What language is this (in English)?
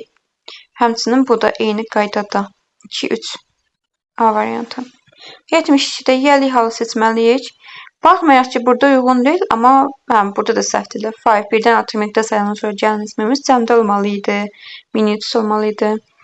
Azerbaijani